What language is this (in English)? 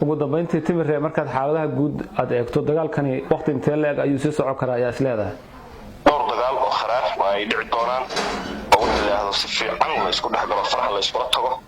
Somali